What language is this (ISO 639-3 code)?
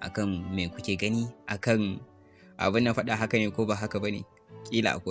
hau